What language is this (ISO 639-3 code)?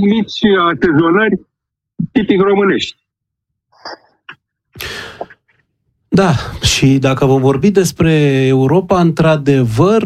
ron